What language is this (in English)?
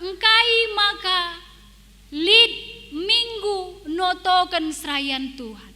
Batak Karo